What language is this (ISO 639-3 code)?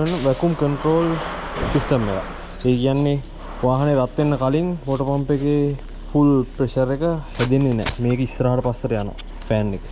sin